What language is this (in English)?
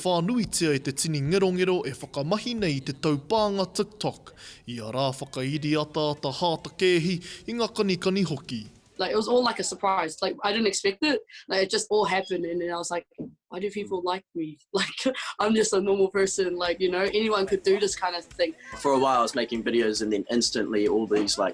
Māori